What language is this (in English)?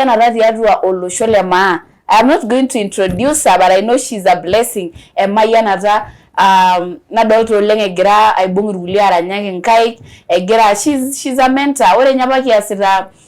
Masai